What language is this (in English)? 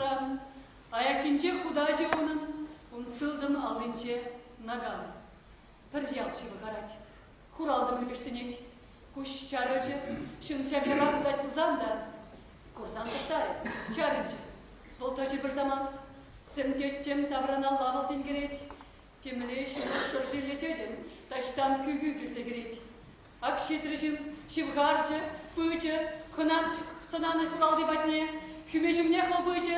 Chuvash